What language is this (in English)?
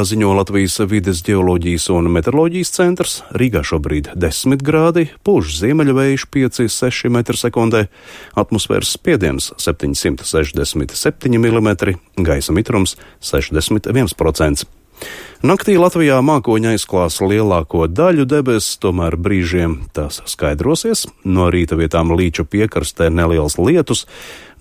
Latvian